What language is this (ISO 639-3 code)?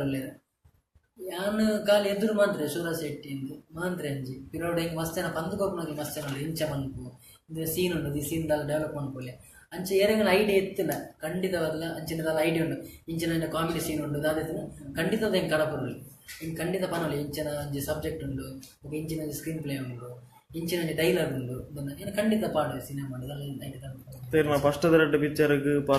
tcy